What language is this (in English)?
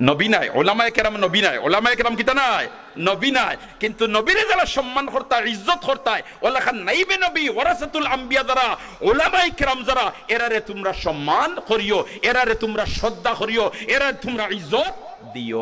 Sylheti